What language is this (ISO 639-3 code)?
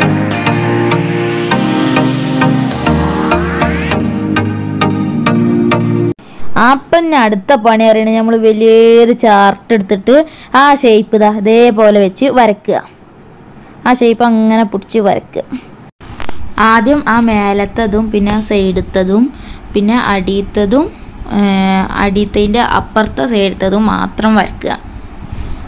mal